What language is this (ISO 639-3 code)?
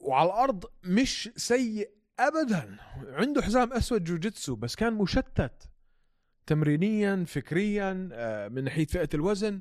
apc